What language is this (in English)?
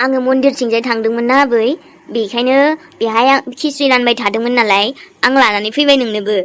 Bodo